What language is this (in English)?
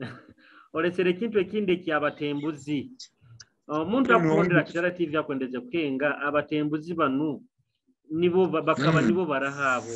Nyoro